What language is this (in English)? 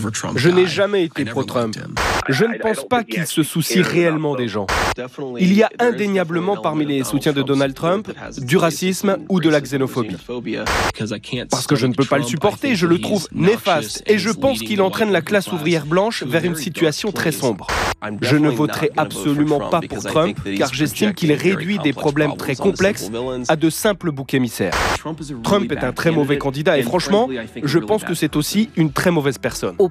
French